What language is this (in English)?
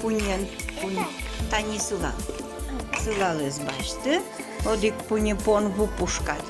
Udmurt